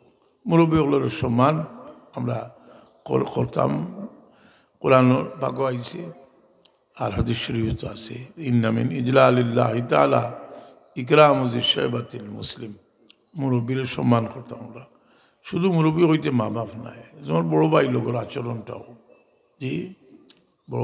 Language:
Sylheti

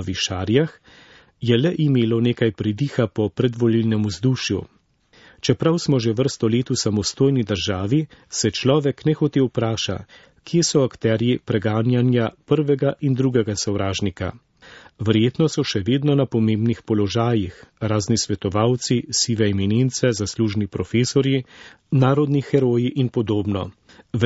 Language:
Slovenian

